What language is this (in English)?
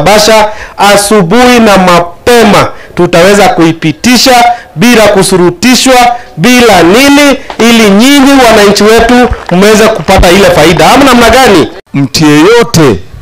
Kikuyu